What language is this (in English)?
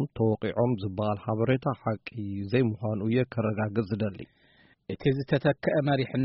Tigrinya